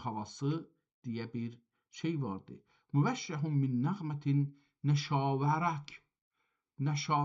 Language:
South Azerbaijani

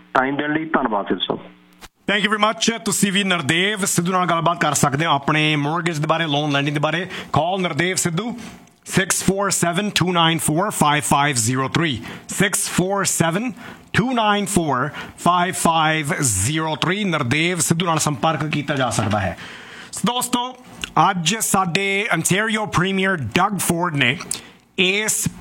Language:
Punjabi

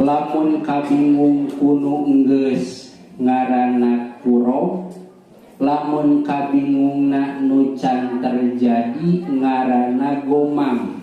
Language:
Sundanese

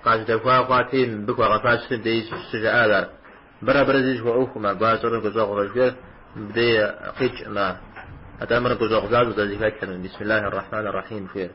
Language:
Kabardian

